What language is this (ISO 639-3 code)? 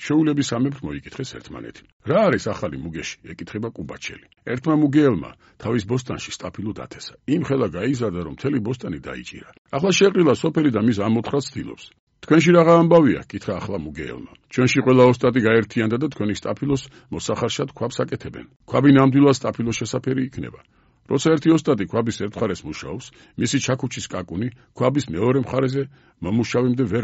kat